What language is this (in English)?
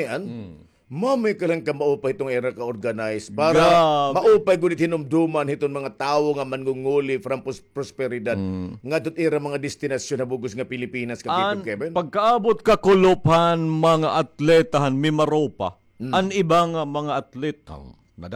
Waray